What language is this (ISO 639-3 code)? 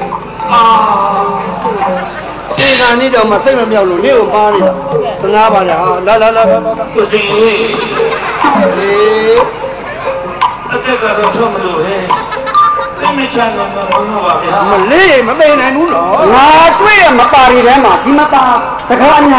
mya